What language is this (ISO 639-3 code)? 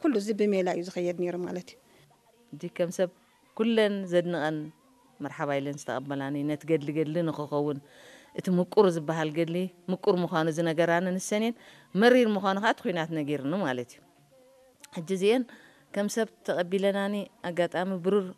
tir